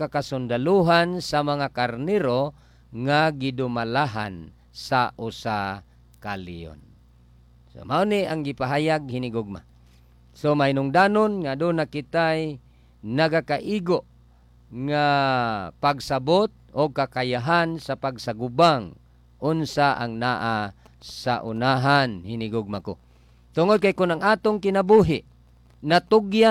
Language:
Cebuano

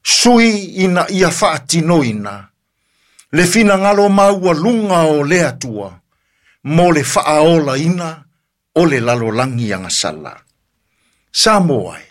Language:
Samoan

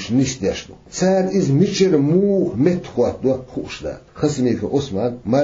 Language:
Chechen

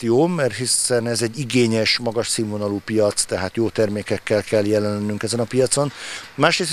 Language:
Hungarian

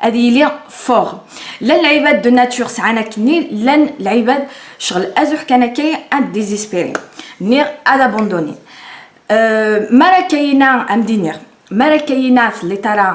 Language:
Kabyle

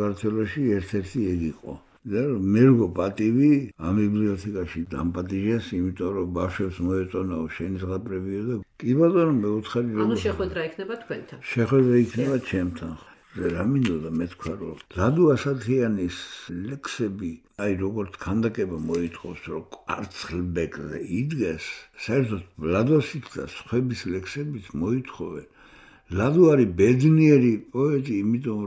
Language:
Georgian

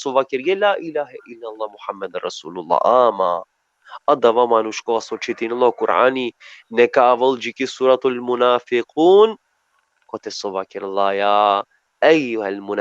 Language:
Balkan Romani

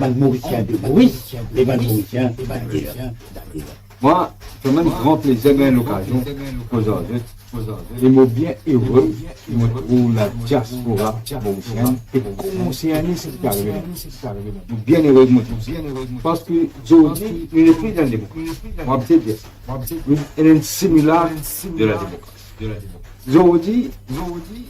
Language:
Morisyen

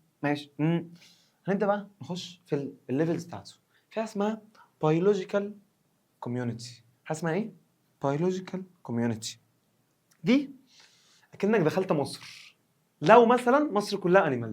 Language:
Egyptian Arabic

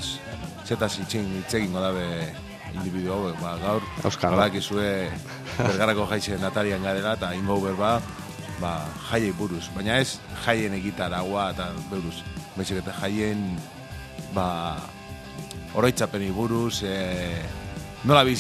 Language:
Basque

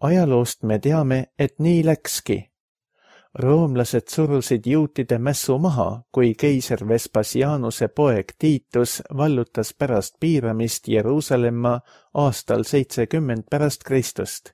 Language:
Estonian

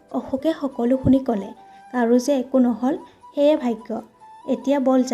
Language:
Assamese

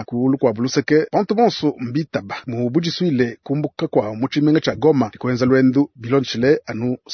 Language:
Luba-Lulua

